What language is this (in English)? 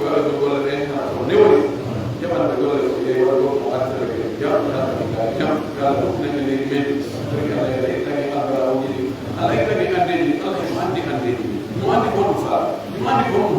Pular